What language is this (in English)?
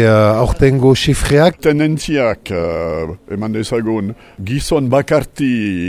Basque